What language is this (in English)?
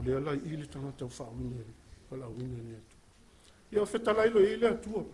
Samoan